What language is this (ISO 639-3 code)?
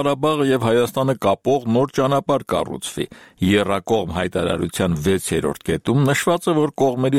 hye